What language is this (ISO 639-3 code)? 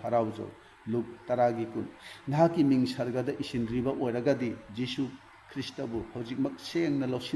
mni